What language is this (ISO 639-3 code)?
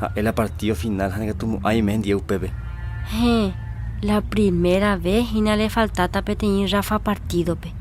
grn